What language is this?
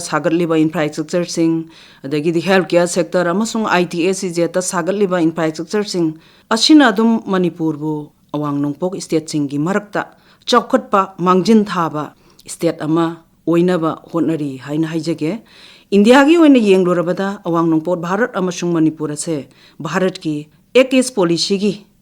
Manipuri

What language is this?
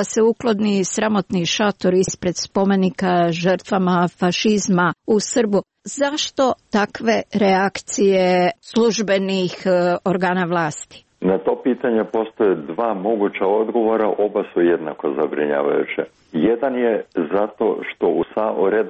Croatian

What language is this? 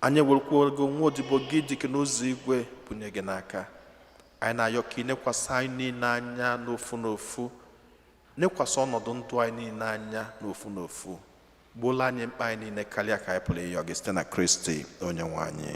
Igbo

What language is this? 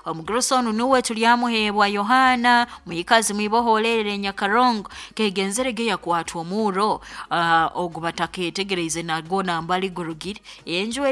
Nyoro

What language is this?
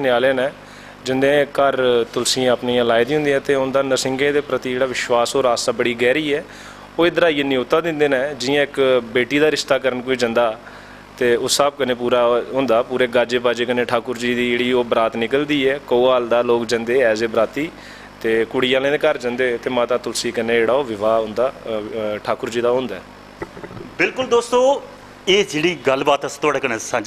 Dogri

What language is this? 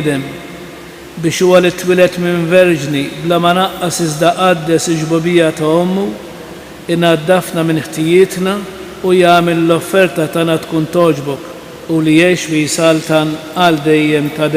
Maltese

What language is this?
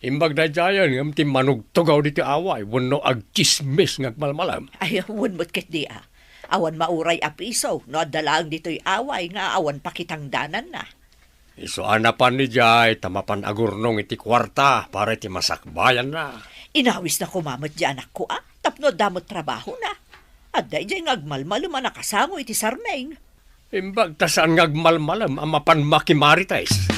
Iloko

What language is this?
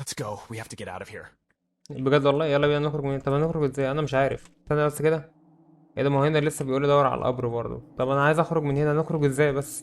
Egyptian Arabic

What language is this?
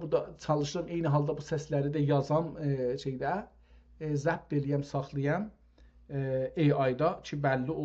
South Azerbaijani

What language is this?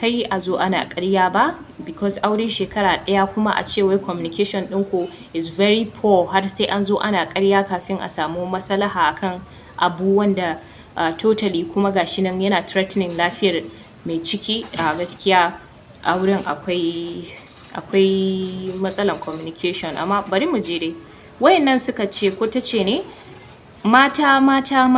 Hausa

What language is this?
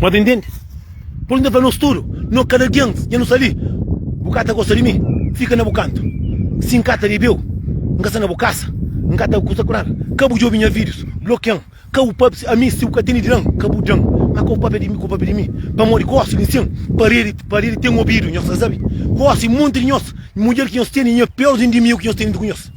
Kabuverdianu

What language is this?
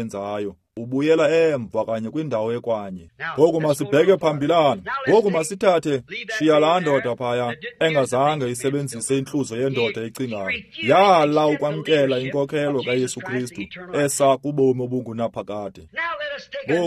Xhosa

